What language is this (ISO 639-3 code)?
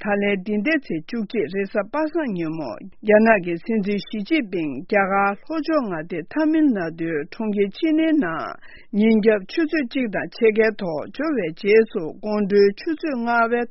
bod